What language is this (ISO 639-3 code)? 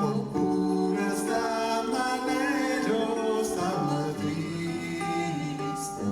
nap